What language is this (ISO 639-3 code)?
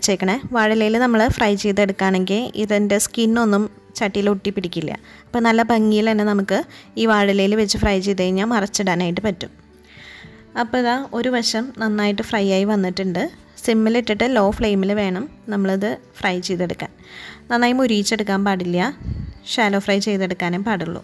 mal